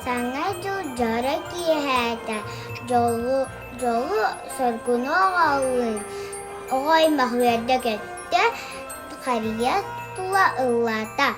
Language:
Yakut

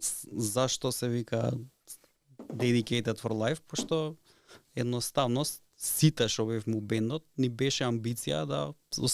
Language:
Macedonian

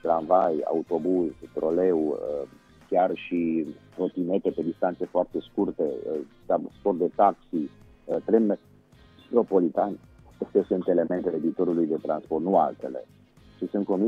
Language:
Romanian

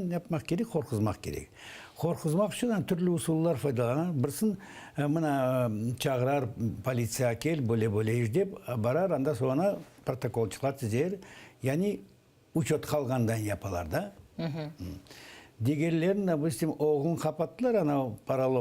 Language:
Crimean Tatar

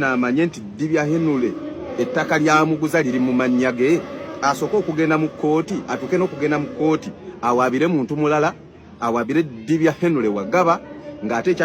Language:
Ganda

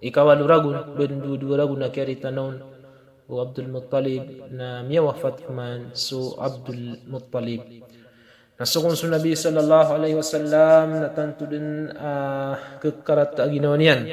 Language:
Maranao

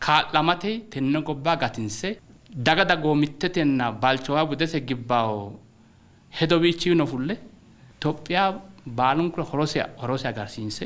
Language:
Sidamo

